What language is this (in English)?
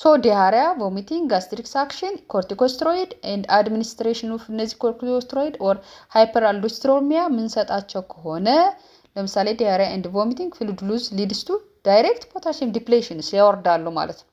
Amharic